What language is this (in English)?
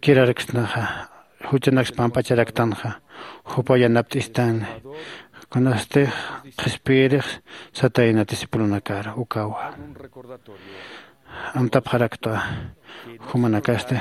Aymara